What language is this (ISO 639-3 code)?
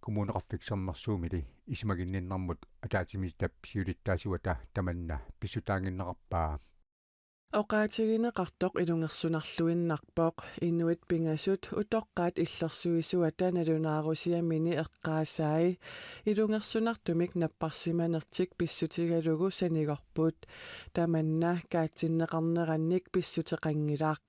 kal